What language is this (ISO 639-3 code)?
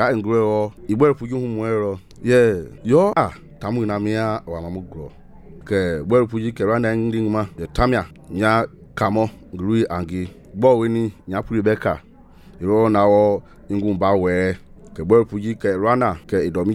men